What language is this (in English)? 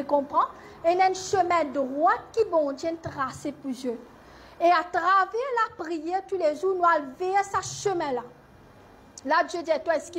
Morisyen